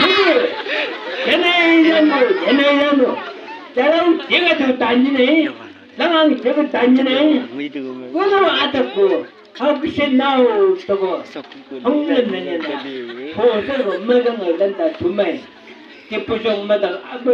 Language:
Chang Naga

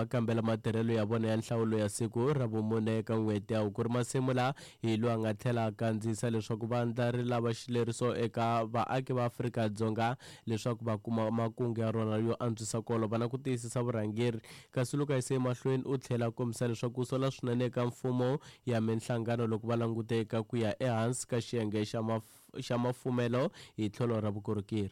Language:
Tsonga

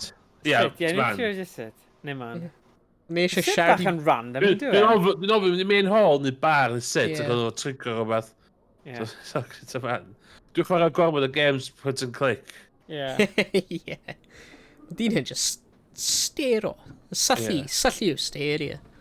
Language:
Welsh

